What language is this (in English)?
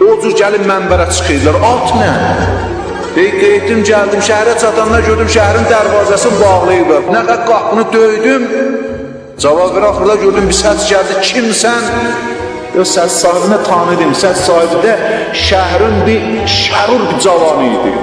South Azerbaijani